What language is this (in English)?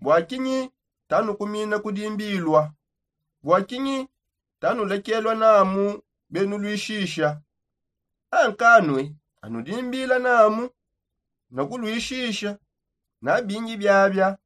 Songe